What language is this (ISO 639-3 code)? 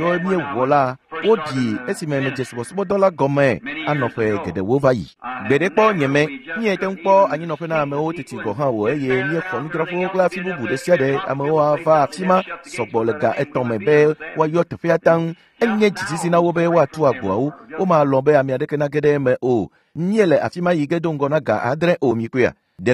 ewe